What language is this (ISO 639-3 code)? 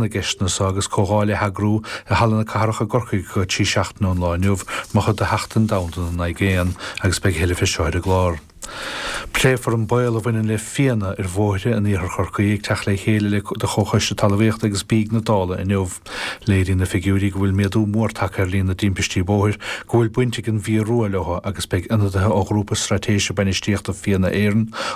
gle